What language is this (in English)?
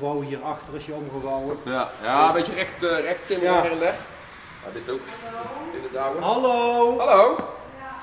Dutch